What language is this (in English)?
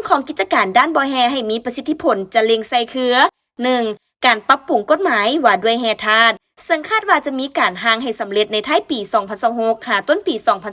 Lao